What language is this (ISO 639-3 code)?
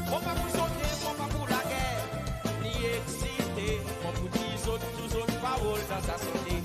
crs